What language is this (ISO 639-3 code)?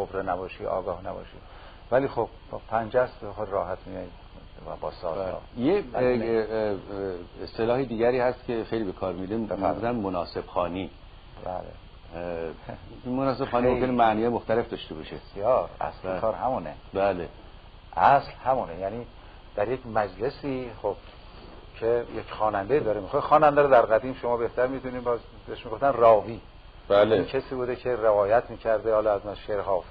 fas